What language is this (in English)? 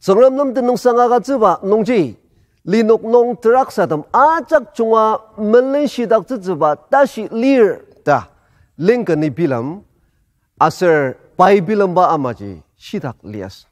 Ao Naga